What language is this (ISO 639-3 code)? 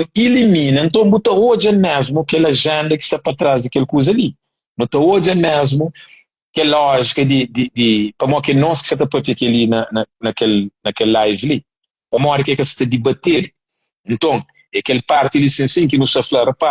kea